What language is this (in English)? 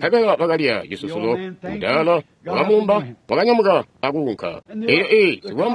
Tonga (Zambia)